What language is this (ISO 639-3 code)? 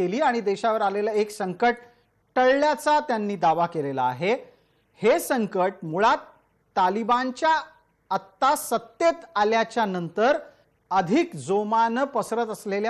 mar